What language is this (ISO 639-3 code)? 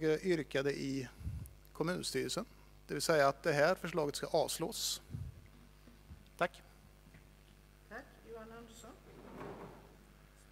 swe